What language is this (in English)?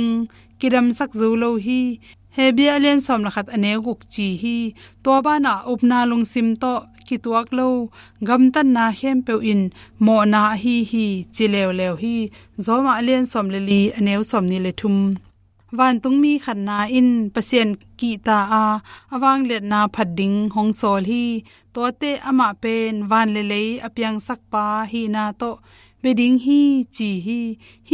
Tedim Chin